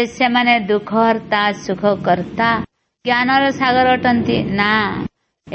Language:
Odia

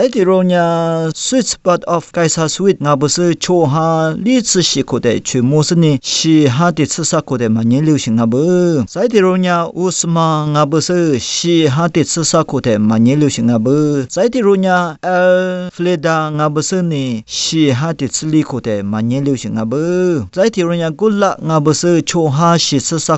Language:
Lisu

